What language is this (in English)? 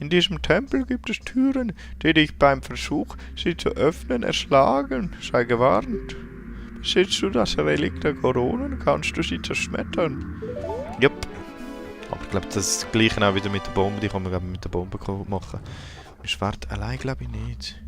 Swiss German